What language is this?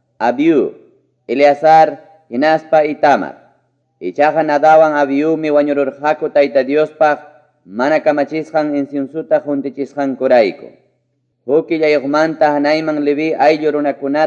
Ayacucho Quechua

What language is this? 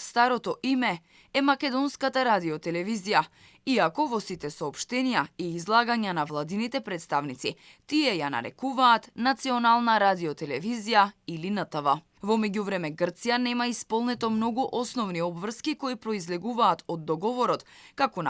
Macedonian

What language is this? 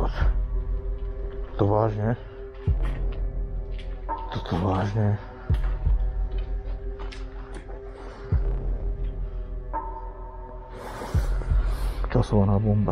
Slovak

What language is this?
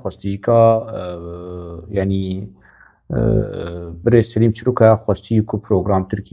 Kurdish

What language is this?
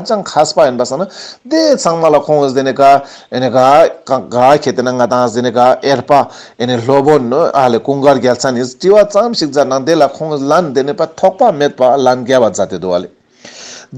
Ladakhi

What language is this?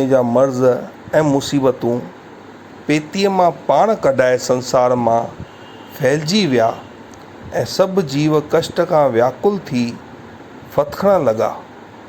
Sindhi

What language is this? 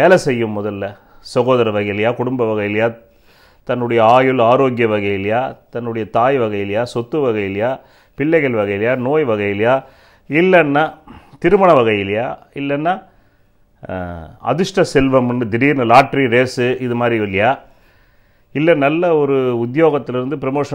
Tamil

